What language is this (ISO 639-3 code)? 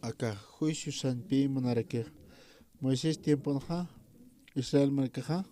aym